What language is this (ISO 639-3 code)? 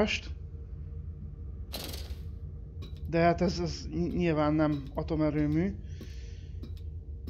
hun